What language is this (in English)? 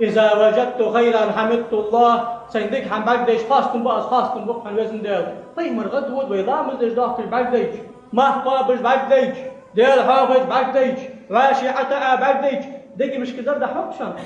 Ingush